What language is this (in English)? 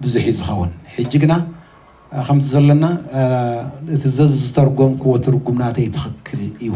Tigrinya